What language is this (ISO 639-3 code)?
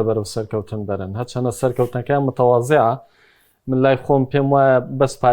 ckb